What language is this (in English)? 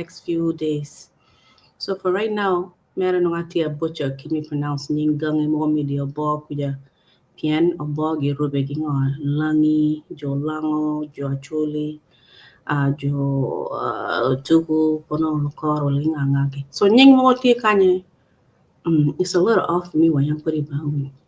Acoli